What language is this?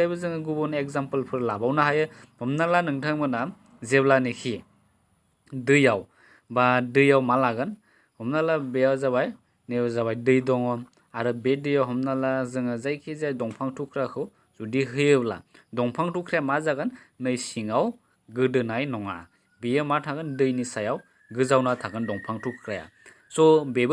Bodo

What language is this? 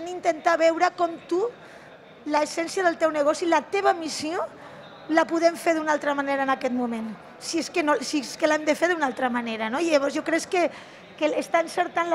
Catalan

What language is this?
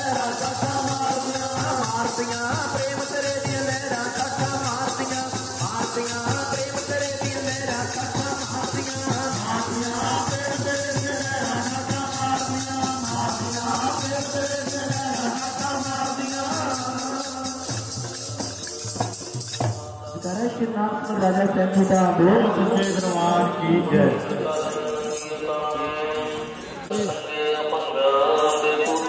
Punjabi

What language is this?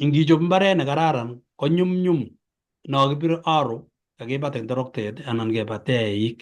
Kalenjin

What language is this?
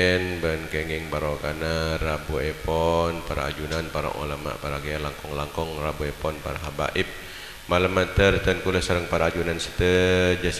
Madurese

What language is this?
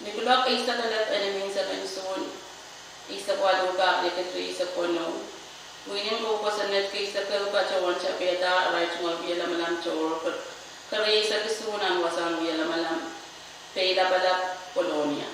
Pohnpeian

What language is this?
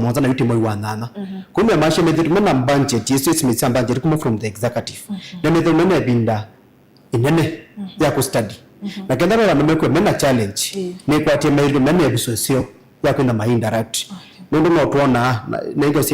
Kamba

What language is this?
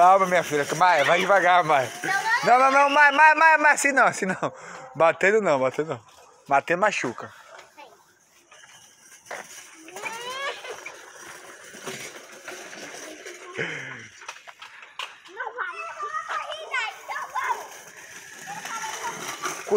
Portuguese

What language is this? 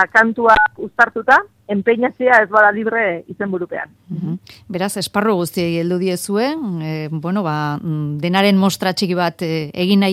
Basque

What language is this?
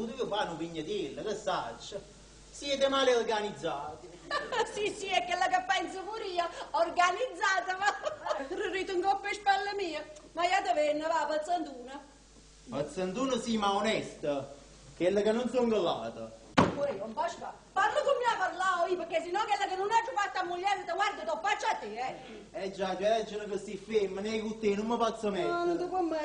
Neapolitan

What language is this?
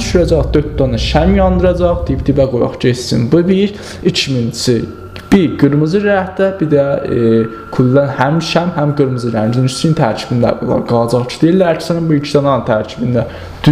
South Azerbaijani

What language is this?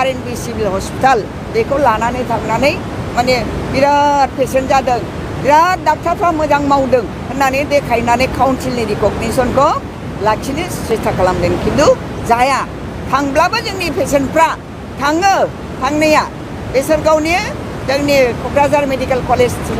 Bodo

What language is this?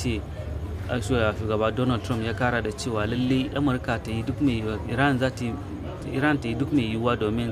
Hausa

